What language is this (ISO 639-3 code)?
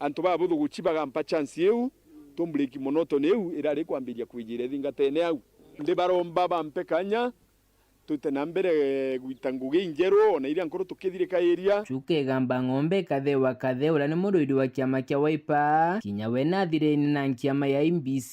mer